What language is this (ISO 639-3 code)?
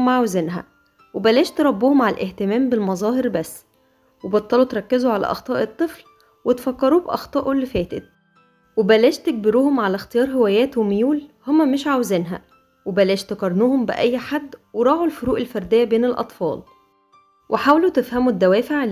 arz